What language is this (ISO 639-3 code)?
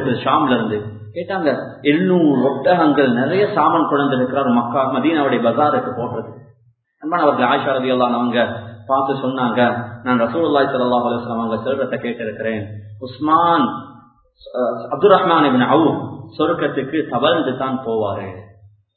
tam